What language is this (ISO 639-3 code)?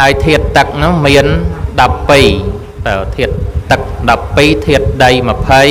khm